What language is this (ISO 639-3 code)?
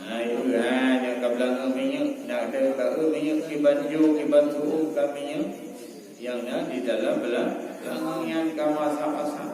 ace